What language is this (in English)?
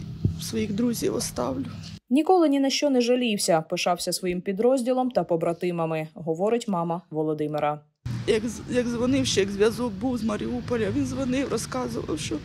Ukrainian